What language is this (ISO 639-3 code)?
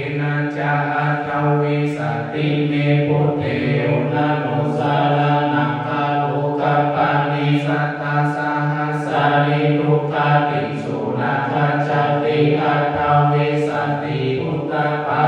pli